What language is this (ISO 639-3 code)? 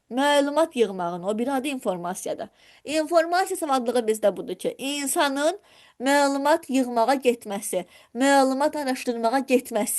aze